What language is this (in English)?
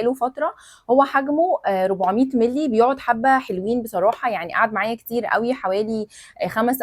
Egyptian Arabic